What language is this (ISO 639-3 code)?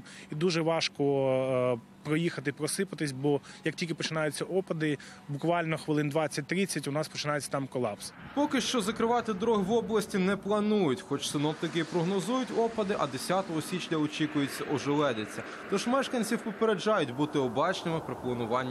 ukr